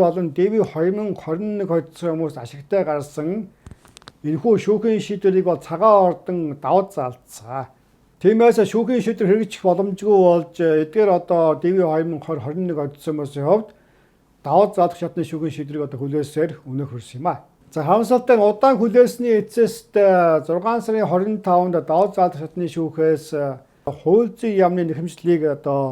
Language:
Mongolian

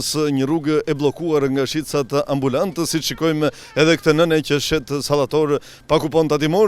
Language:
Albanian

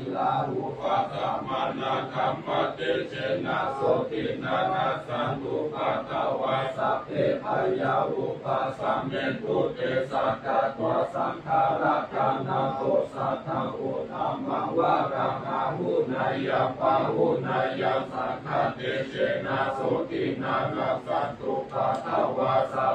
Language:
Pali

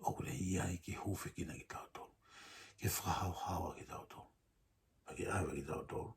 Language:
Tongan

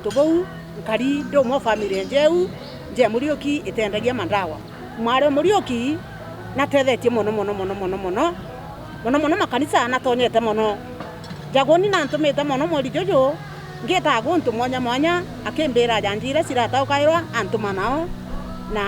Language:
Meru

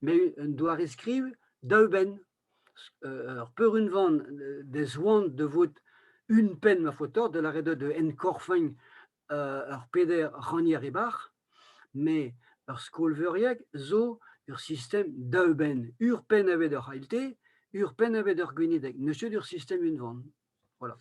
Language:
Breton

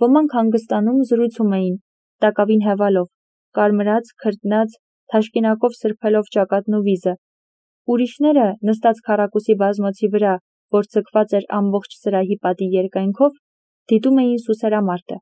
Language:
Armenian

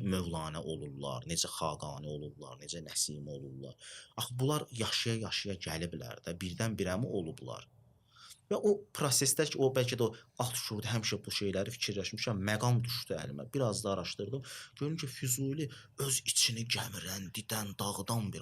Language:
Azerbaijani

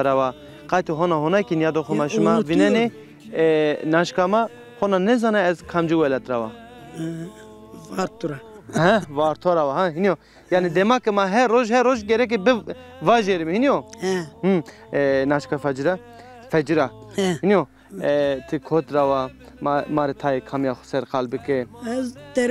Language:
Zaza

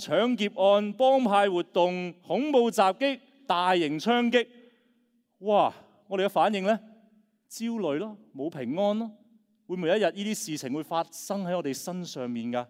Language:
Cantonese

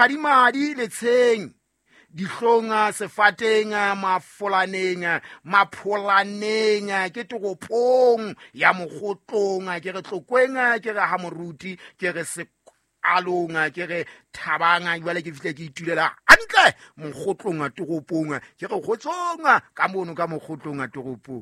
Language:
Southern Sotho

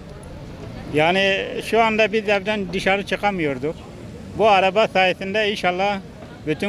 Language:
Turkish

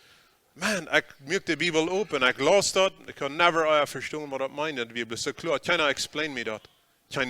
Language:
Plautdietsch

